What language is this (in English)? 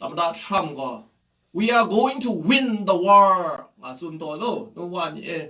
Kachin